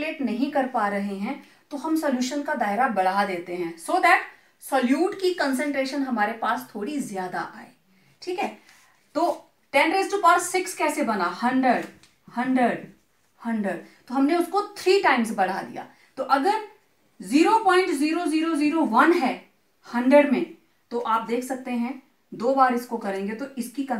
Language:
Hindi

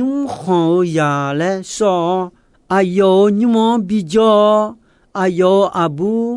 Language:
Akha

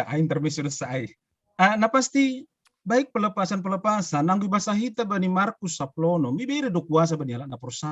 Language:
Batak Simalungun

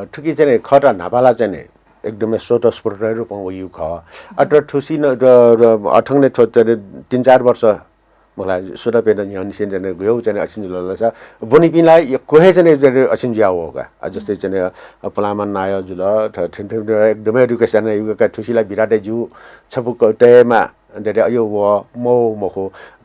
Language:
Newari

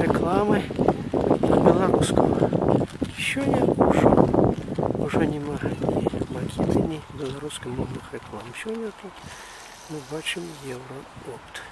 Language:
Belarusian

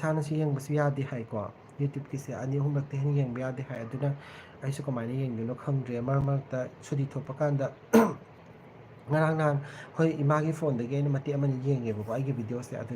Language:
Manipuri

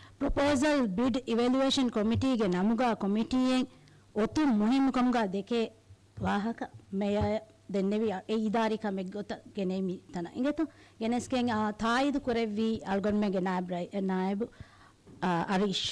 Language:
Divehi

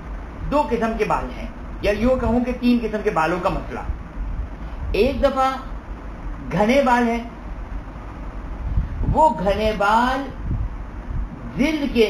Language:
Urdu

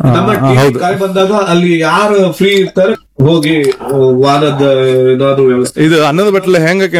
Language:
Kannada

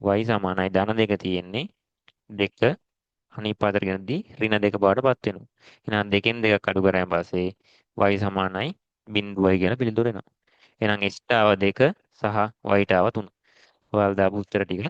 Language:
Sinhala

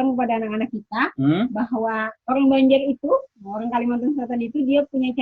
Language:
Banjar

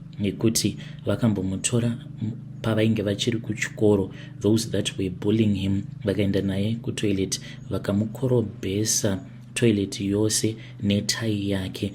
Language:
Shona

